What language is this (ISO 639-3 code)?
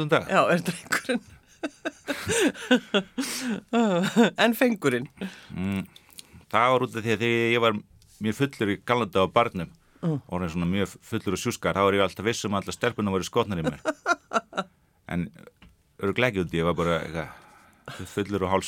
isl